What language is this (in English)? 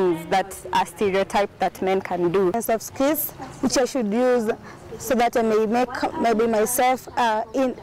Kamba